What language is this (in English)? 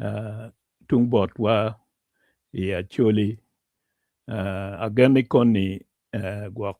Acoli